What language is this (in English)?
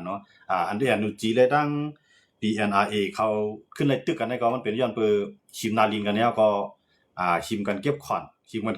Shan